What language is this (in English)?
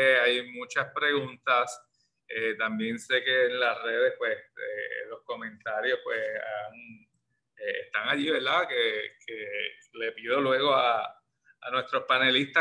Spanish